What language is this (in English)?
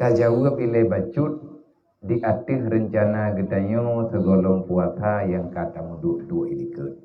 Achinese